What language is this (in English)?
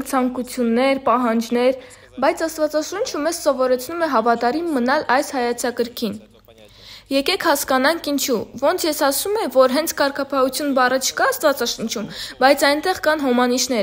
Armenian